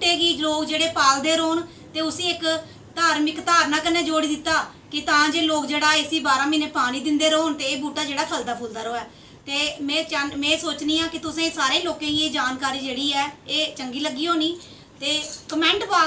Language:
Dogri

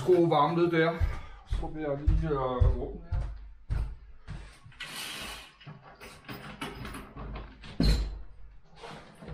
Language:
Danish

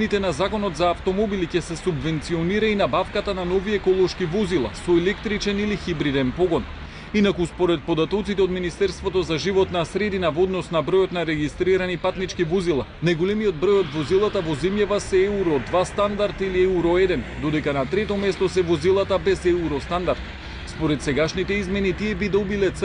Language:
Macedonian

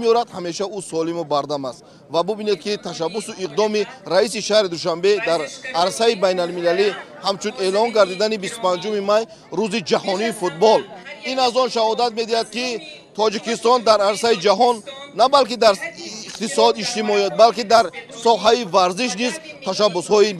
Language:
Tajik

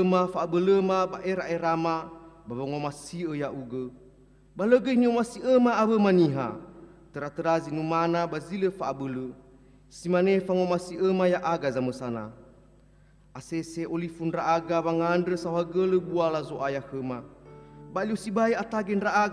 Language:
Nias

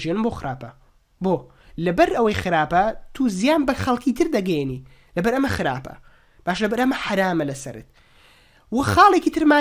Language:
Central Kurdish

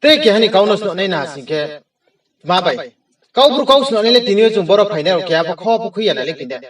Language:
Riang (India)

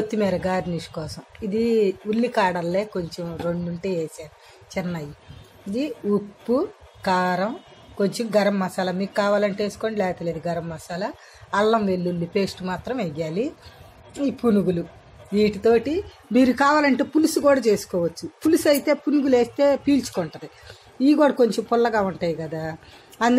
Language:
Telugu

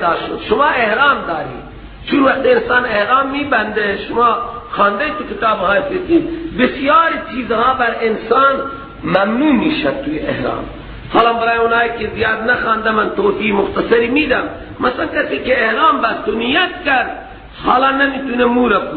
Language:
Persian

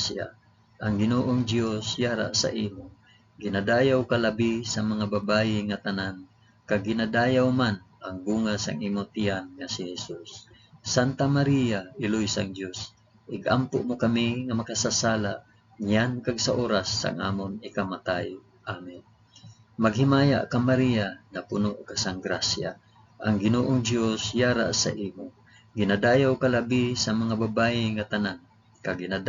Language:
Hiligaynon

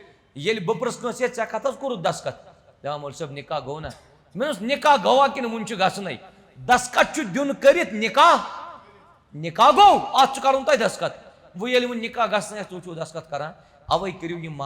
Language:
Kashmiri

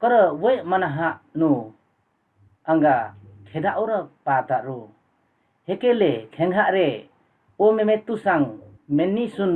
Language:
Limbu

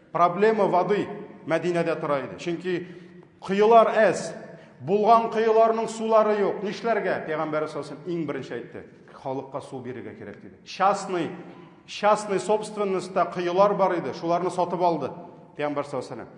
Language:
Tatar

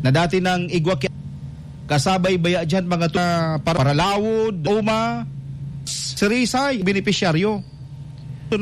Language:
Bikol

